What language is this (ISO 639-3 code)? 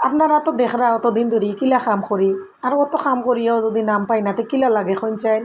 syl